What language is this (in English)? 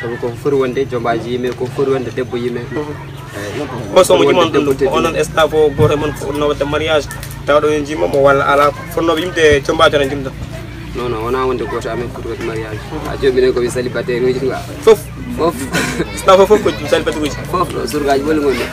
Pular